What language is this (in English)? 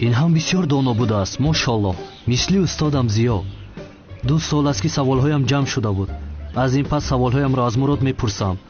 Tajik